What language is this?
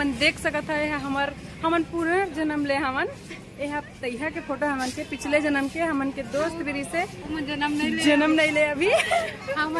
Chhattisgarhi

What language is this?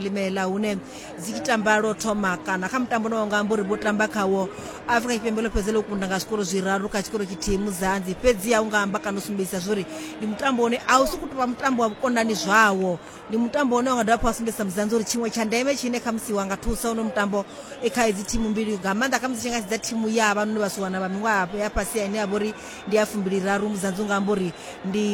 Venda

